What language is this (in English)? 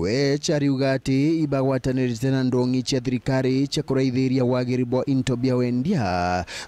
Meru